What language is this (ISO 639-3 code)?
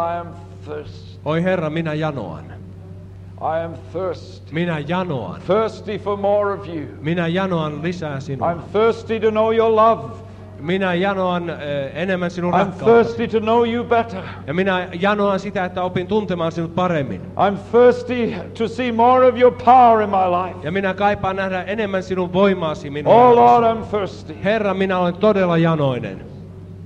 fin